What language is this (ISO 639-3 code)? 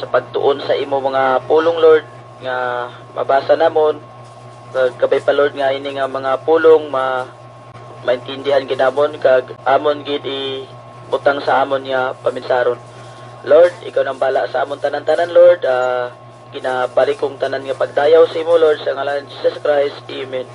hil